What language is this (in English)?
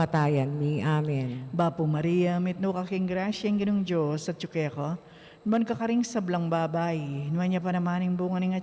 Pampanga